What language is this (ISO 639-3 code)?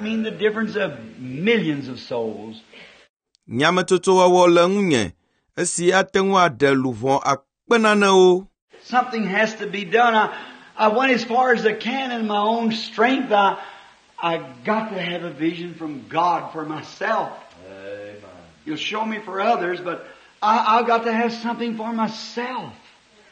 ewe